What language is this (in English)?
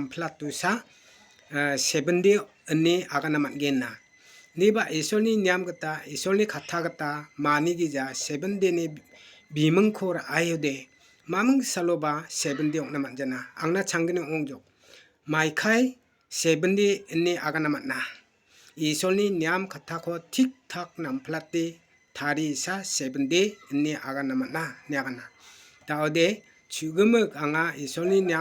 Garo